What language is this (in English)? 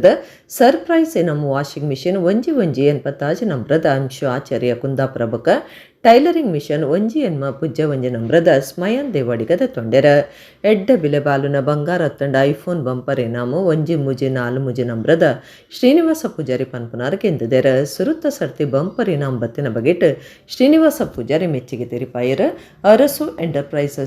Tulu